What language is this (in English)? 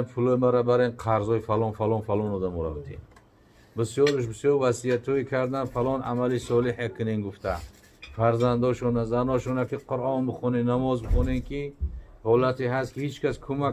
Tajik